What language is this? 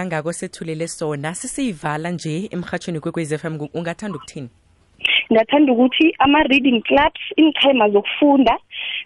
South Ndebele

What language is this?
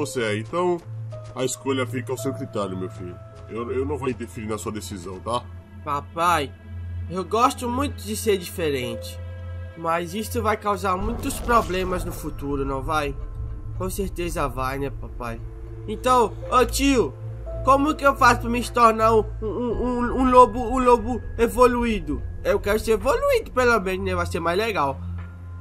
Portuguese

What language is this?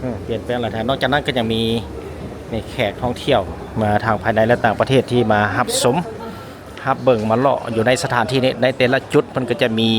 Lao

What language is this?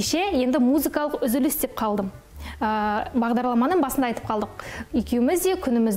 Kazakh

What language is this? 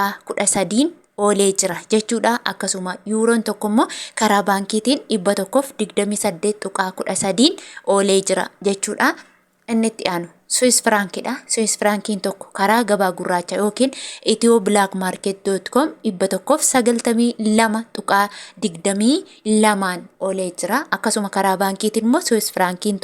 Oromo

